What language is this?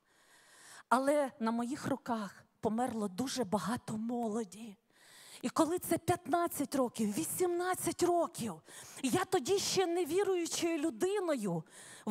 Ukrainian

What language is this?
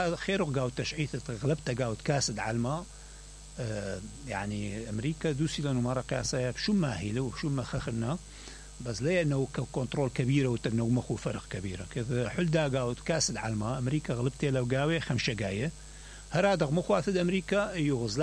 Mesopotamian Arabic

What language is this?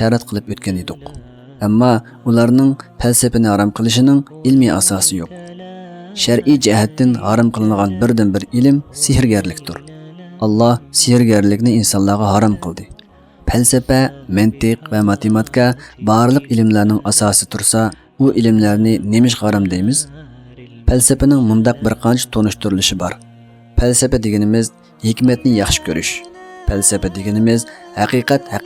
Uyghur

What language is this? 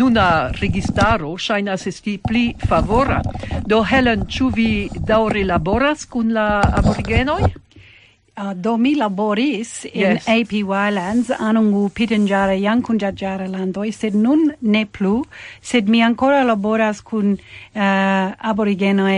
Esperanto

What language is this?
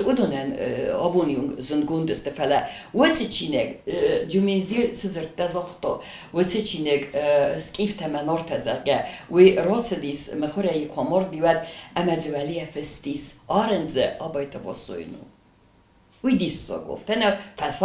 Ossetic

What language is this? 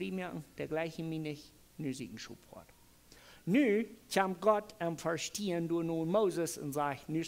Plautdietsch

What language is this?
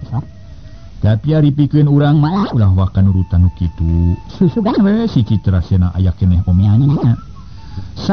Sundanese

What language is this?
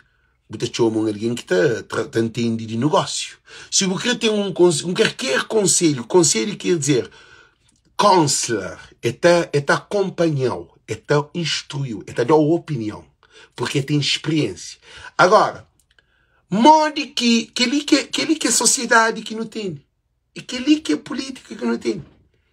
Kabuverdianu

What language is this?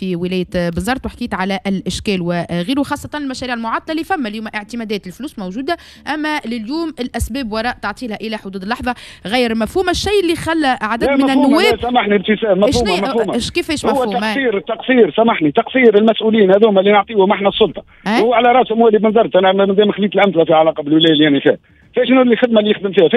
Tunisian Arabic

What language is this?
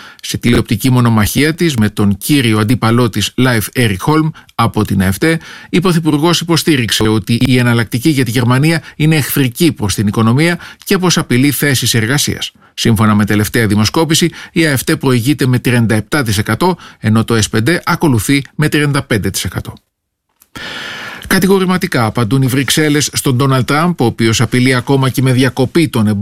Greek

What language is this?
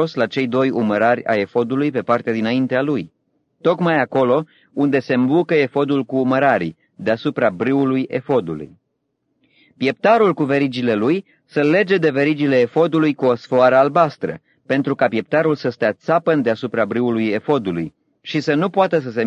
Romanian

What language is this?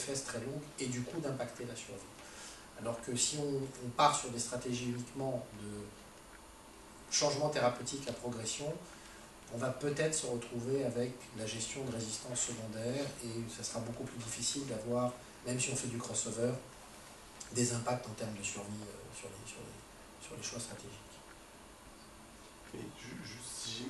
French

